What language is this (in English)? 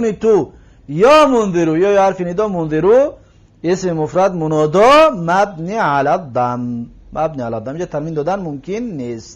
Tajik